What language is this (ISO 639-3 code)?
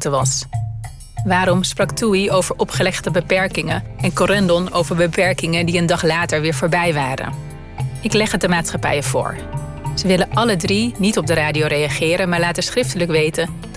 nld